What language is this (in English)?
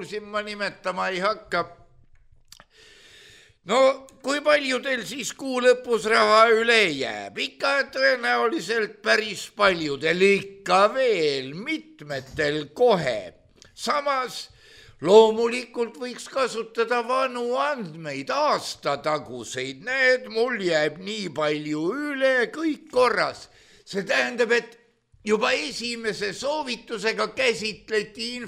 Estonian